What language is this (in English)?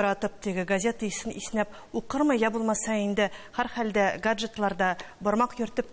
Tatar